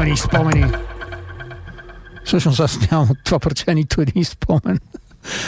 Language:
Bulgarian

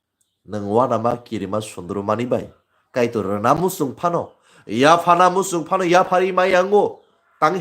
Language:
Kok Borok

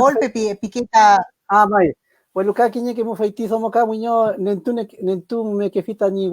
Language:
Mapuche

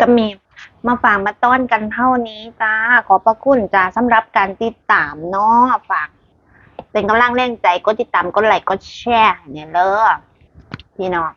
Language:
Northeastern Thai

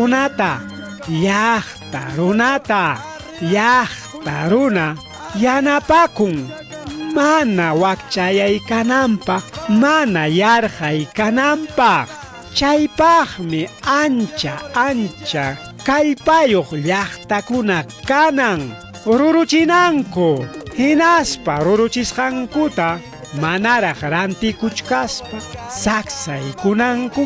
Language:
Ayacucho Quechua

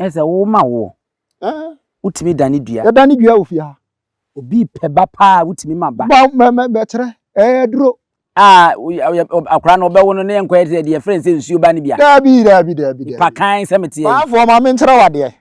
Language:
Akan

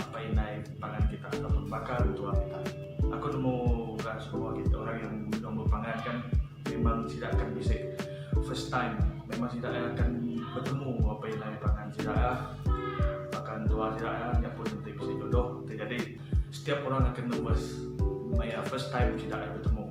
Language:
Iban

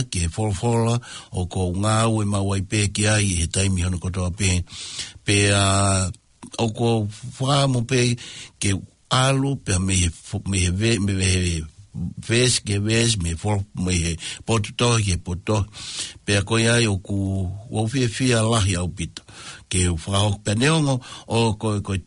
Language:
Tongan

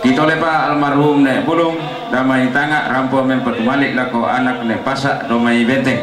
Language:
Toraja-Sa'dan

